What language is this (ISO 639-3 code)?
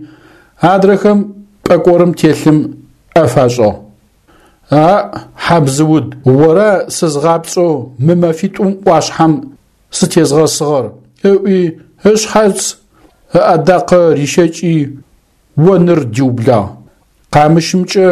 ady